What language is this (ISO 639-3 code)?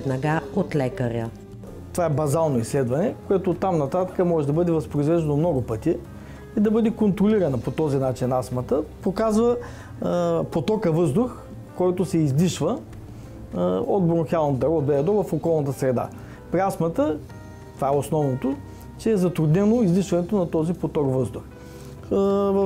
bul